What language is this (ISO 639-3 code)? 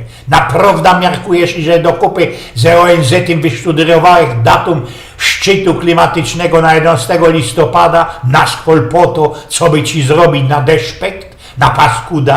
szl